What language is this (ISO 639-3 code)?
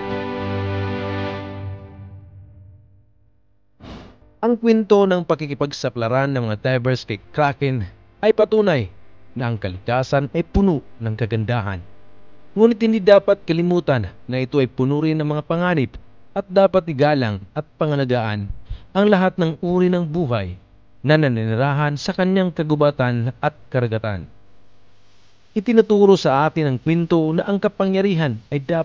fil